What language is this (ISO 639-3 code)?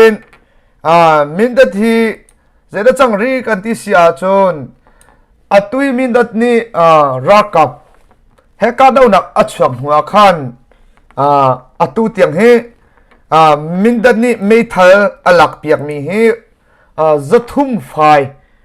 cnh